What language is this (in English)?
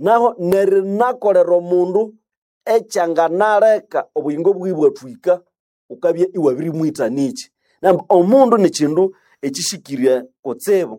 Nande